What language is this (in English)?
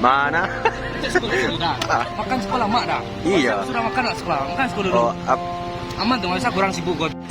Minangkabau